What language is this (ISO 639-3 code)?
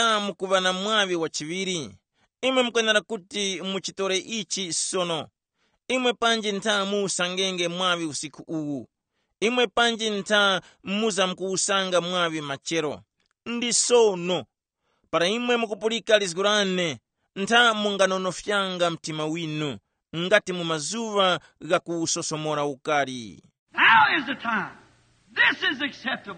tum